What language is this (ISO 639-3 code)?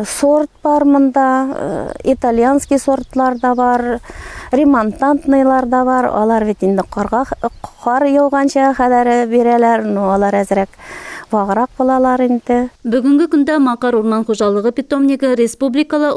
bak